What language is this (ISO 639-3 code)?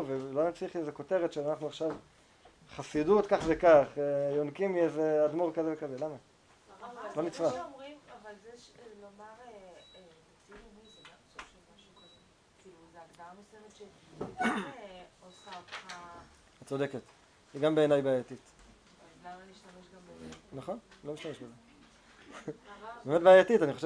heb